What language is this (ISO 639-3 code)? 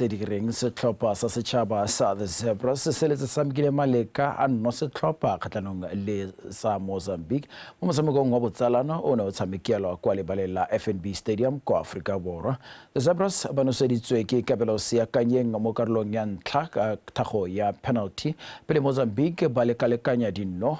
tsn